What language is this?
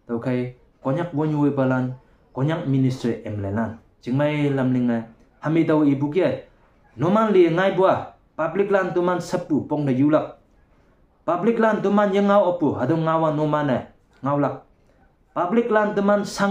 Konyak Naga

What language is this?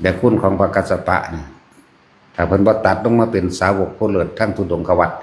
Northeastern Thai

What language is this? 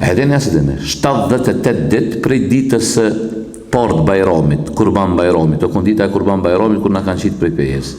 Albanian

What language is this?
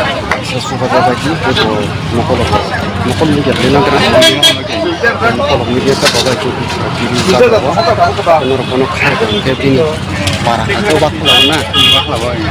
Kok Borok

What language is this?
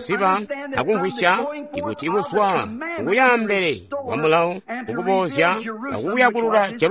Tonga (Zambia)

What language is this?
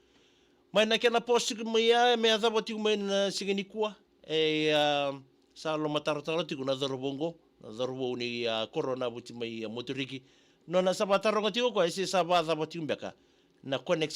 Fijian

